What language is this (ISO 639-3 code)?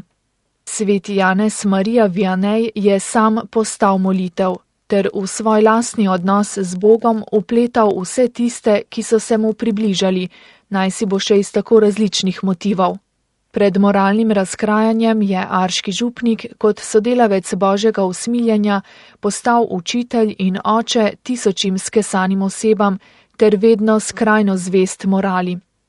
slv